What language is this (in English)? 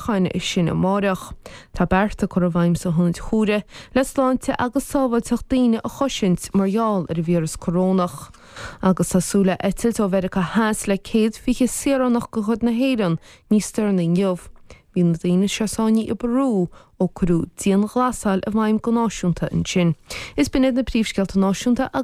Irish